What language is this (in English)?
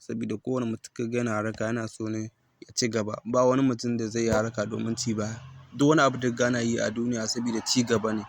Hausa